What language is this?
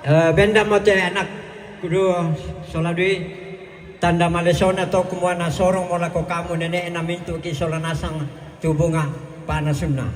Toraja-Sa'dan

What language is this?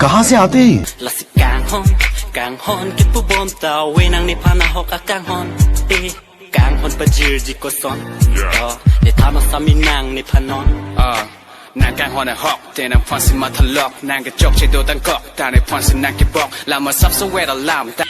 Karbi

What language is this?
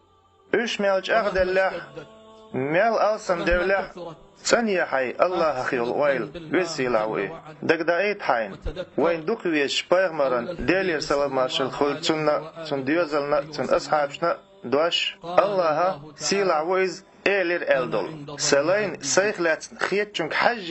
Chechen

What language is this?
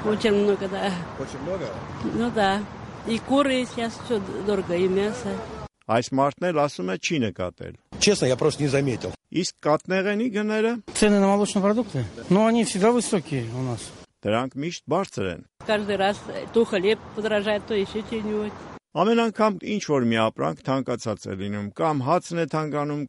Armenian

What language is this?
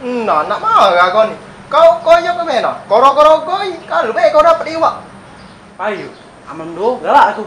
Musi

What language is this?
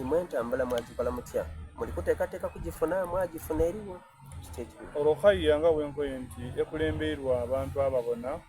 Soga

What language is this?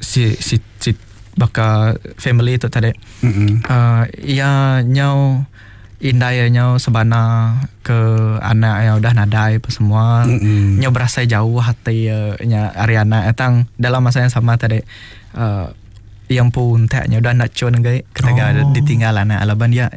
Iban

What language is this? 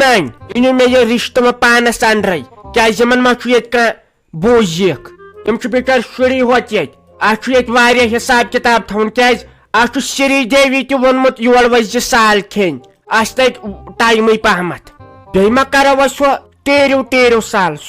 Kashmiri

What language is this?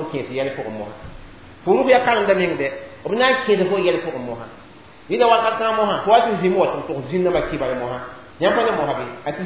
Mossi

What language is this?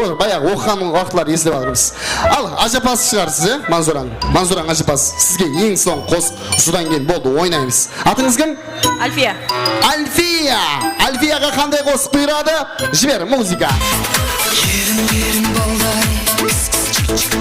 Kara-Kalpak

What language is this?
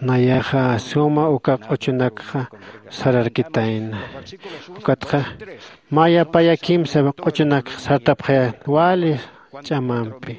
Aymara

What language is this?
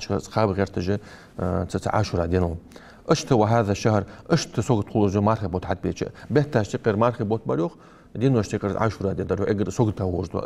Ingush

